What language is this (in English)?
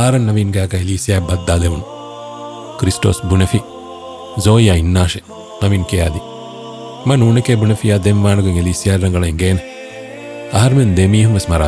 Divehi